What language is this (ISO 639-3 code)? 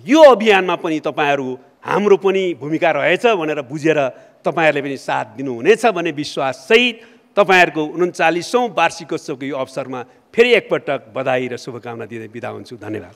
nep